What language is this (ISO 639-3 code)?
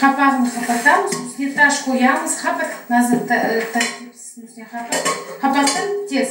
crh